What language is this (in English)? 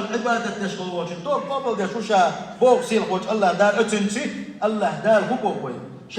Chechen